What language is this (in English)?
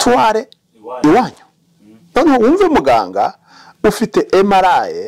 Kinyarwanda